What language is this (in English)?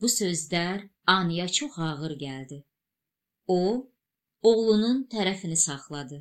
Azerbaijani